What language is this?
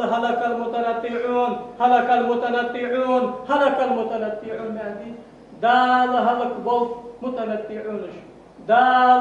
Ingush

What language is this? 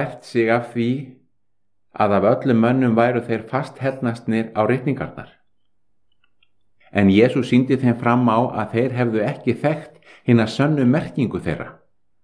Icelandic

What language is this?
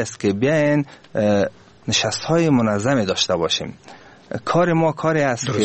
Persian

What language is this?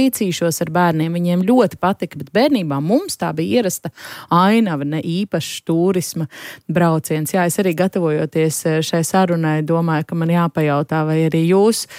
Latvian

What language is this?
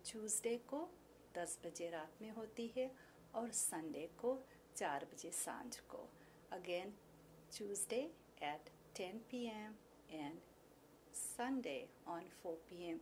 Fiji Hindi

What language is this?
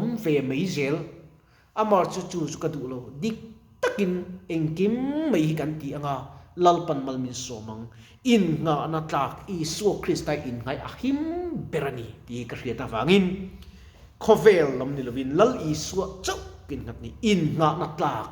Mizo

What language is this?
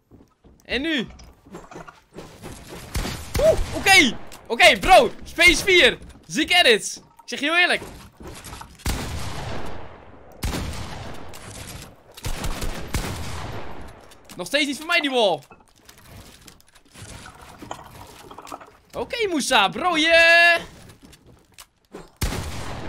Dutch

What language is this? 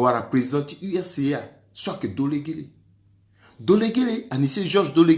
Sango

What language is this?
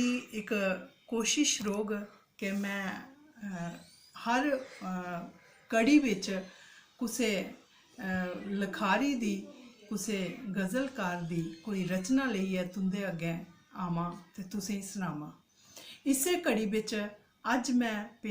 Dogri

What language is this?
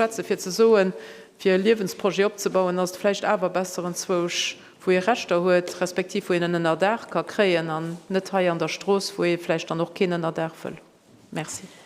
Luxembourgish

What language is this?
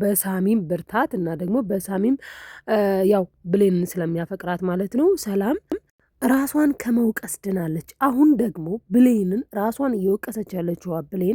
Amharic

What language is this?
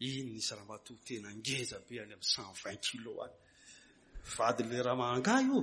Malagasy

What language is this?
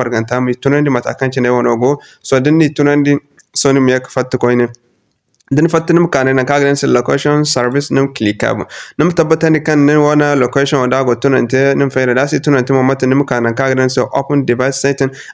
Zarma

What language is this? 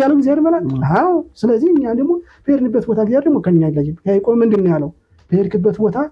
Amharic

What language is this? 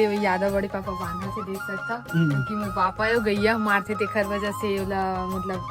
Chhattisgarhi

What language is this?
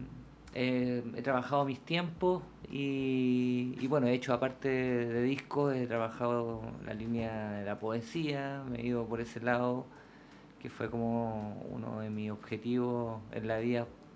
Spanish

